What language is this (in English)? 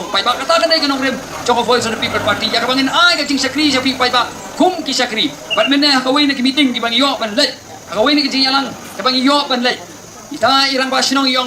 Khasi